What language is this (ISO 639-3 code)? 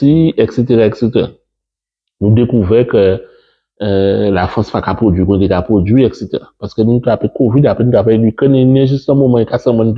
gcf